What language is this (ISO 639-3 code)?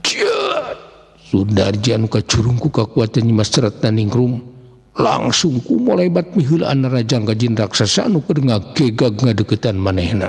sun